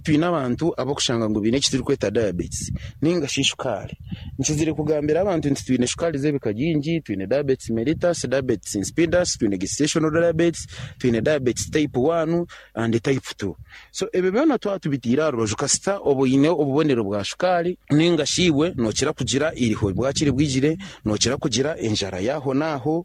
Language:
Nyankole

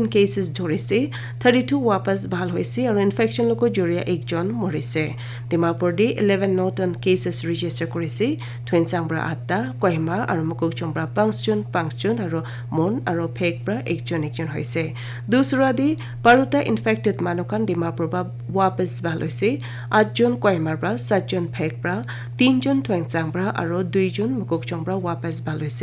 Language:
Naga Pidgin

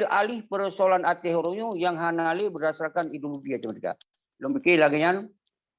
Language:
Achinese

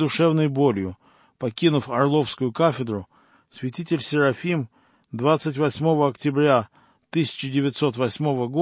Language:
Russian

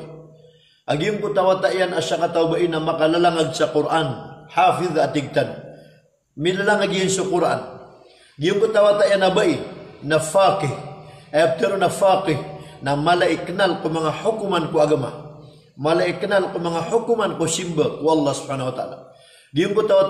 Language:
Maranao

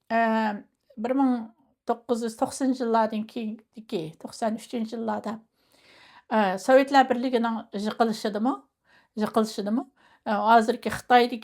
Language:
Uyghur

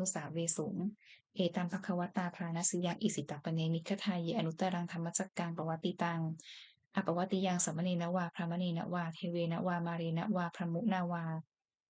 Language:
Pali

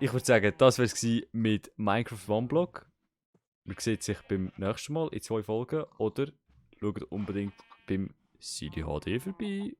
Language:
Swiss German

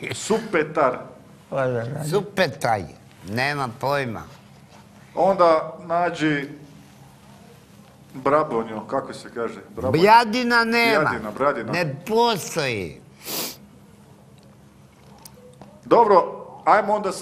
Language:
Croatian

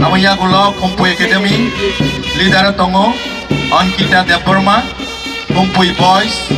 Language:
Kok Borok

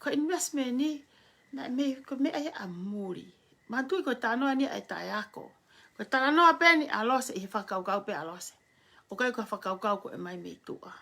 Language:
Tongan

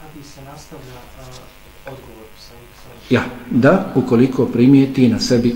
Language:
Bosnian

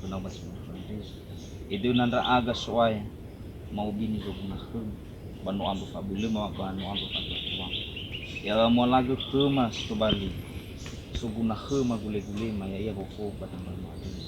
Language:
Nias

